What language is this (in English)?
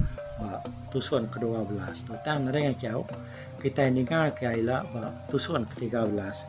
Iban